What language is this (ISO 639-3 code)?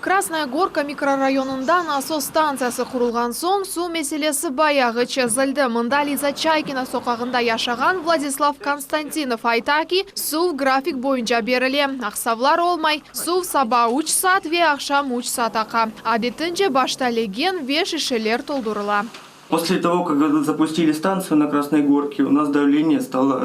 crh